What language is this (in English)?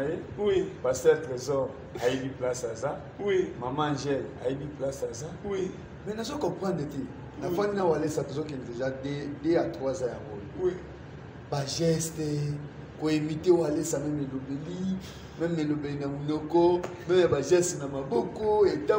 Lingala